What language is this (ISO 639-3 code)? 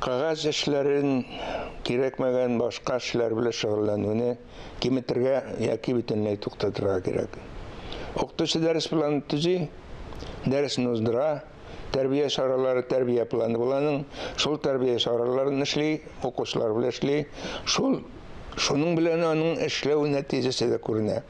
tat